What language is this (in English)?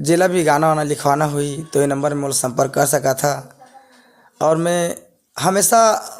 Chhattisgarhi